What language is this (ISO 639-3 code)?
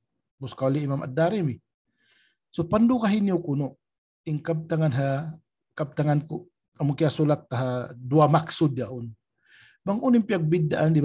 tsg